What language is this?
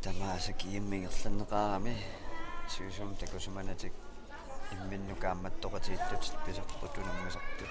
Kalaallisut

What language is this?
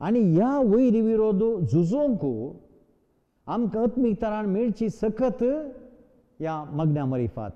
Konkani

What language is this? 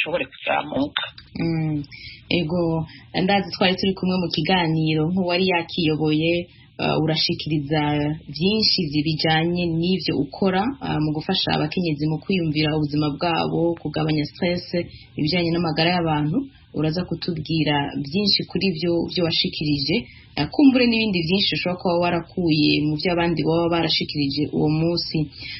Rundi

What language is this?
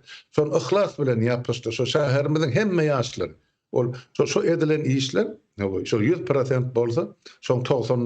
Turkmen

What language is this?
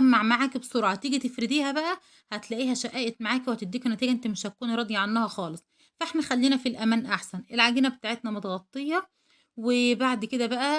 Egyptian Arabic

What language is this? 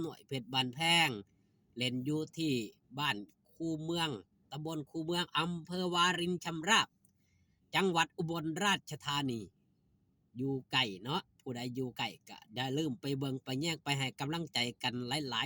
Northeastern Thai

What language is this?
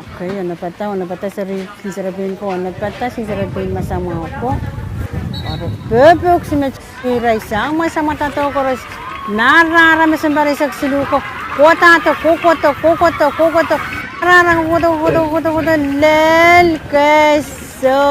Pohnpeian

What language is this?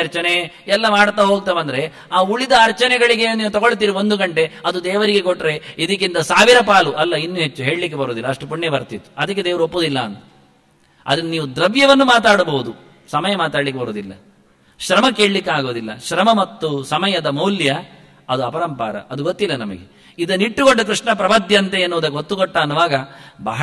Kannada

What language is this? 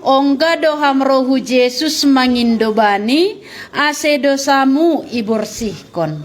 Batak Simalungun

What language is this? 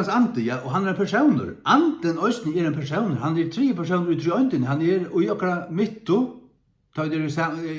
Faroese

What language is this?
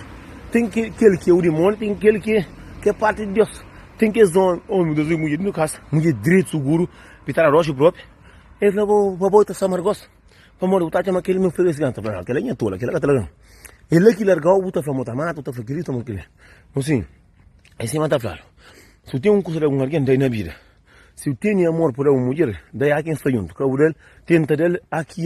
Kabuverdianu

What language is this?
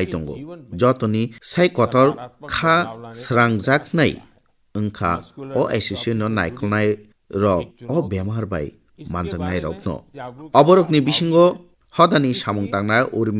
Kok Borok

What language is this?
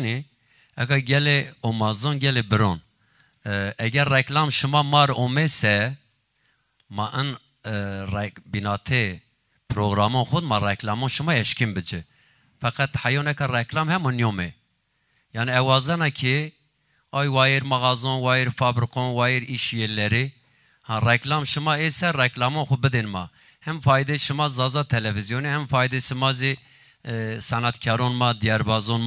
Zaza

